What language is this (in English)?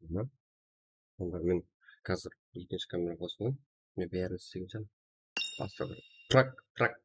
Kara-Kalpak